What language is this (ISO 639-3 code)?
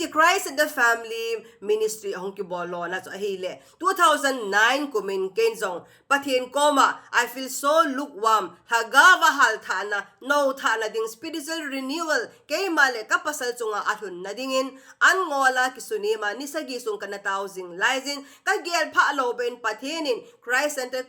tcz